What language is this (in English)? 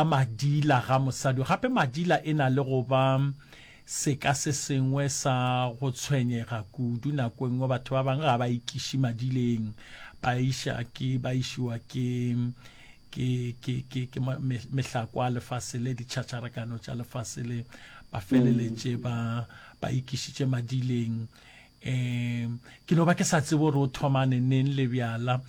Northern Sotho